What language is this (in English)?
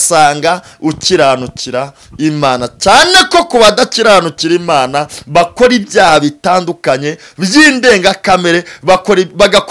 Kinyarwanda